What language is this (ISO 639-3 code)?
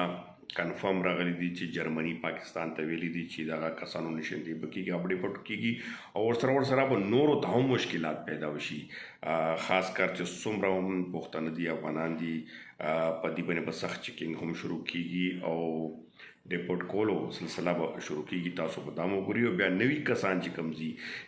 pus